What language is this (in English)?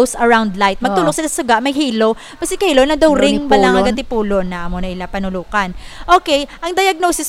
Hiligaynon